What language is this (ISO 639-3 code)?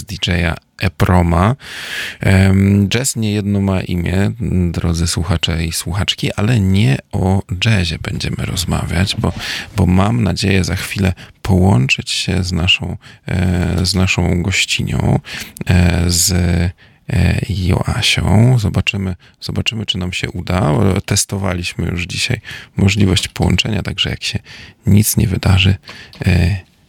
pol